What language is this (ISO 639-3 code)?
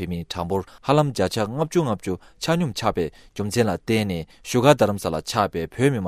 bod